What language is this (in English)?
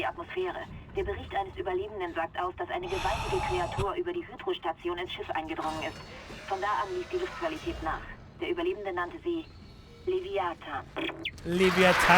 Bavarian